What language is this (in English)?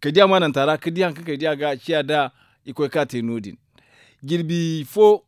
Zarma